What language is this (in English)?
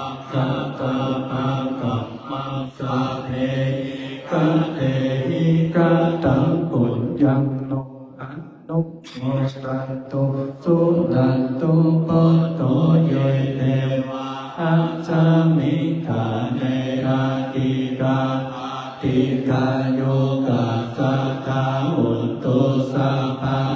Pali